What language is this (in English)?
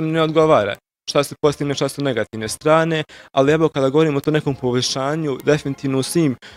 Bosnian